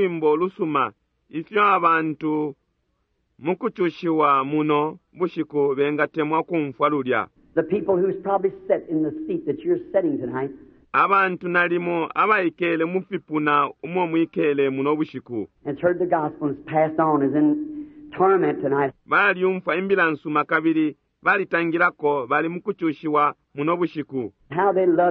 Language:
Bemba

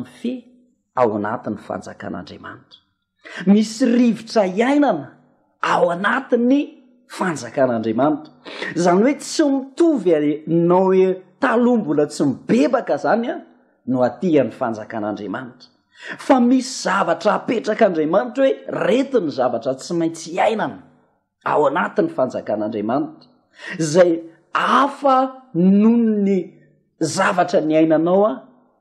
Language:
Malagasy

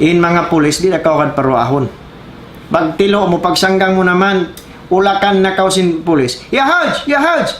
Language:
Tausug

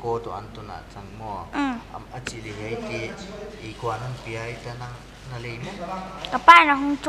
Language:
Paite Chin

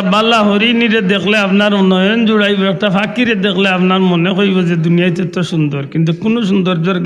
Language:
Sylheti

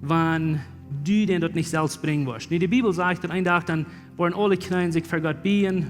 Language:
Plautdietsch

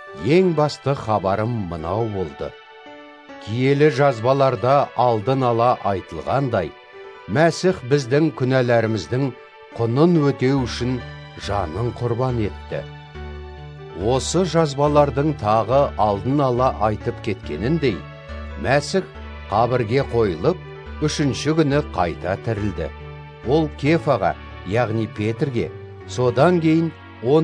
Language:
Kazakh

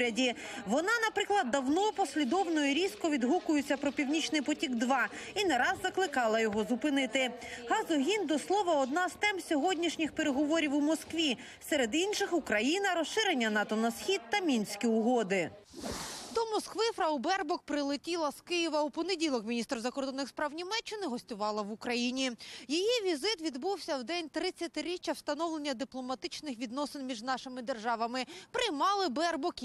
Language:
Ukrainian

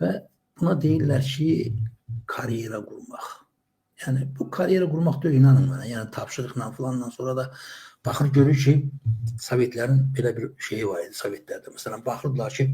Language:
Azerbaijani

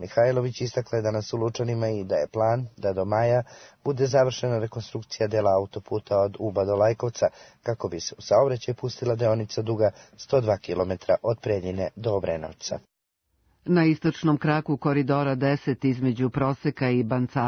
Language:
Serbian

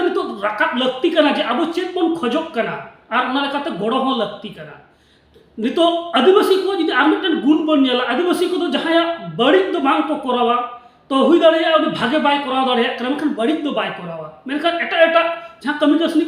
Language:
Santali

